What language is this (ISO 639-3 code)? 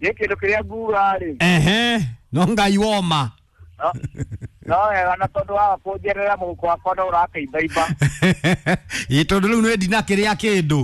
kik